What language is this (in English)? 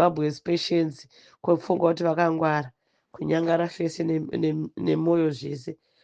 Shona